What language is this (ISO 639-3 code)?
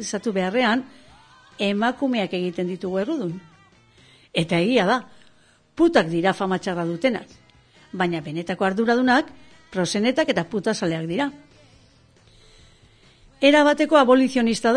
eus